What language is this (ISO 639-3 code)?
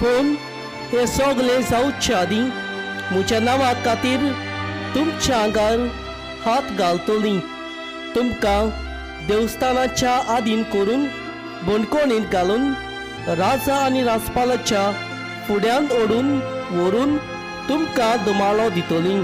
kok